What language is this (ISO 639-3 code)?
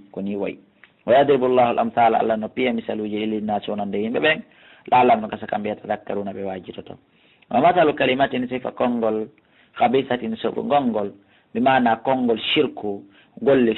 ful